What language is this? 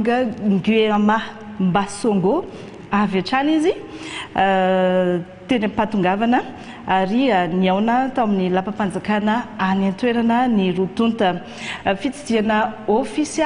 Malagasy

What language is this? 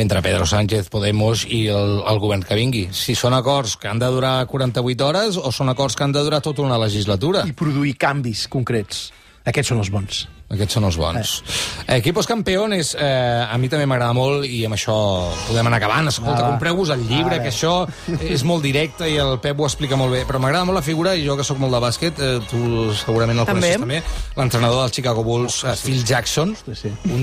Catalan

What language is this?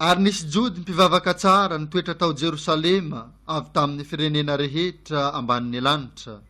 Malagasy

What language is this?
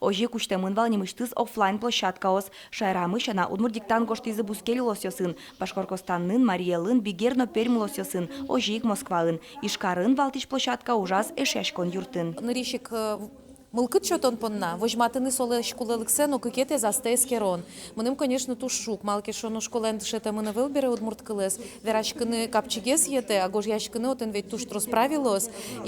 Udmurt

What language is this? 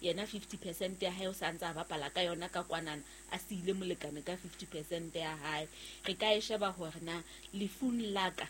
Southern Sotho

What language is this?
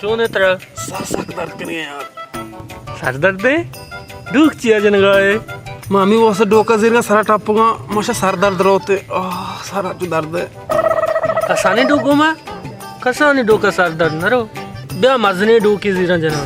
Baluchi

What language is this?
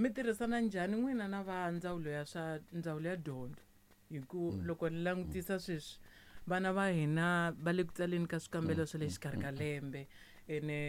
Tsonga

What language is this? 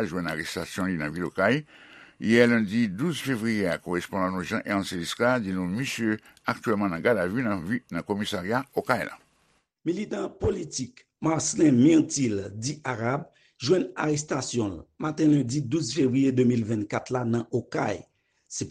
Haitian Creole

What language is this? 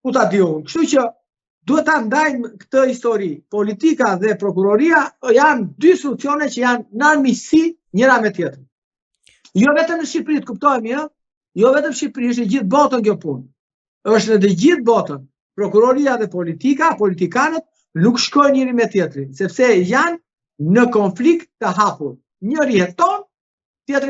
Albanian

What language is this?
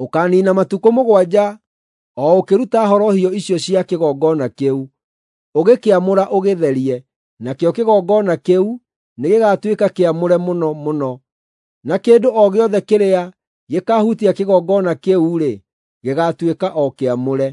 Kikuyu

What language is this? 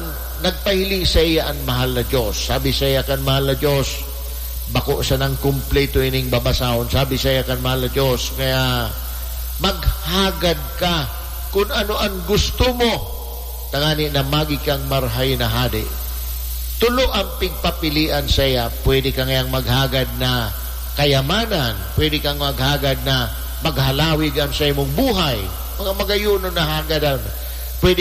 Bikol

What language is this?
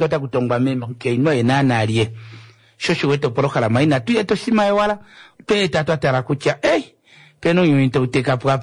Kuanyama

